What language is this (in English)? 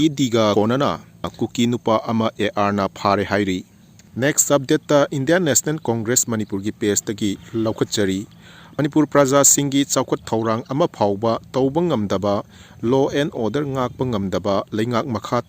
Manipuri